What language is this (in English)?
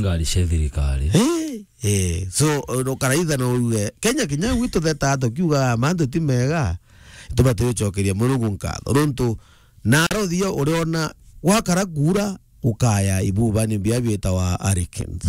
Meru